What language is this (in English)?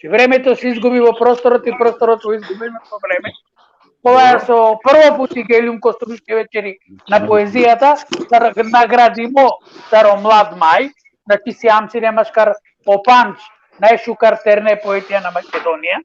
Balkan Romani